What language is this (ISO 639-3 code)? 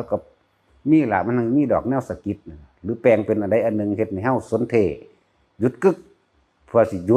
tts